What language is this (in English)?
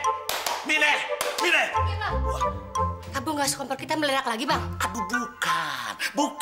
Betawi